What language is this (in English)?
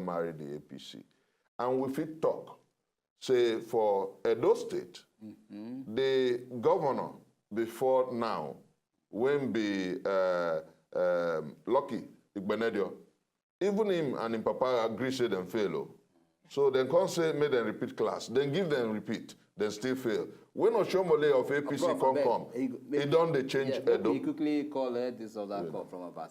Nigerian Pidgin